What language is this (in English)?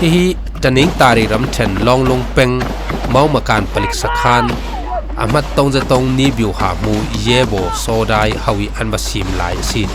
Falam Chin